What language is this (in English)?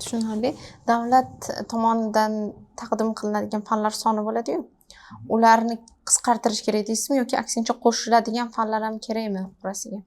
Uzbek